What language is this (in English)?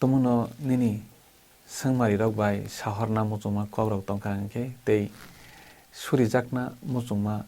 Kok Borok